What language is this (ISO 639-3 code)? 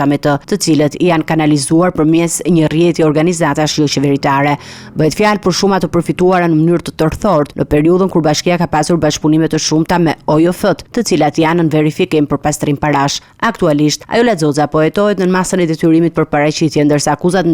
sqi